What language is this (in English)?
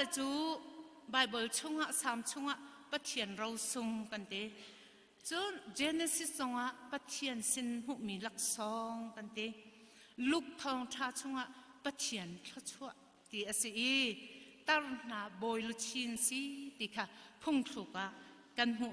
Hakha Chin